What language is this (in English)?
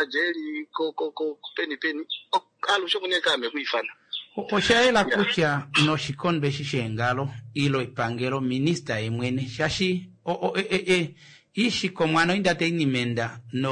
Kuanyama